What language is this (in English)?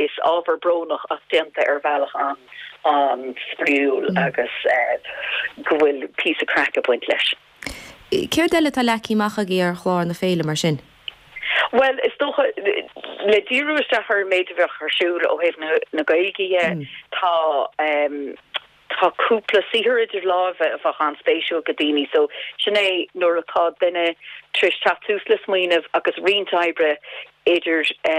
Irish